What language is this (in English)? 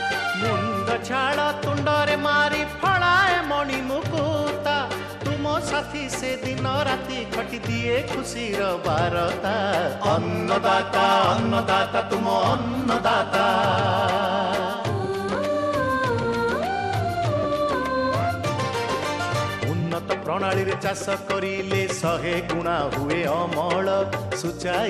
Odia